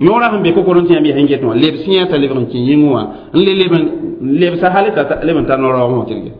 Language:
Mossi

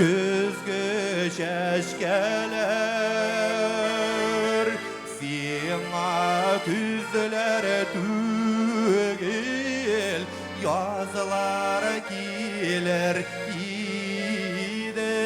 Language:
Bashkir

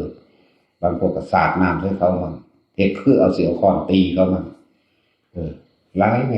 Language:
Northeastern Thai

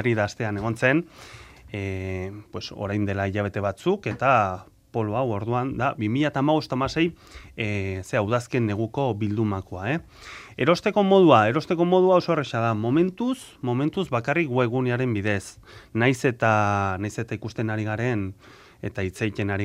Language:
Basque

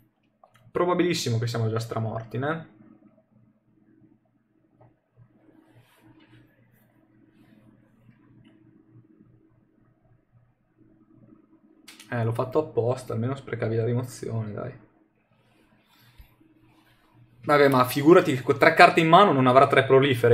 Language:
Italian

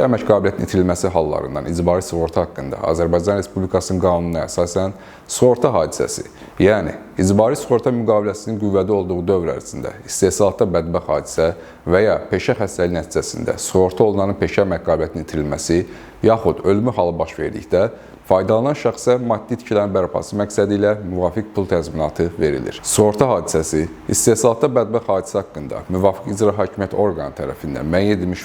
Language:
Azerbaijani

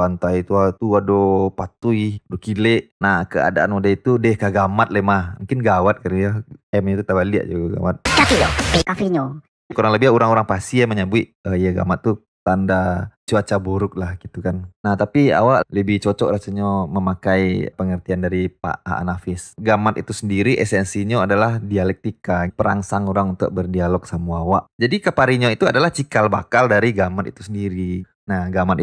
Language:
Minangkabau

